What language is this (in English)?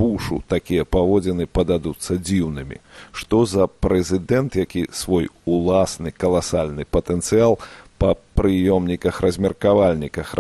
Belarusian